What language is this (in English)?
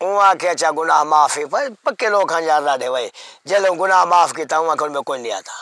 Saraiki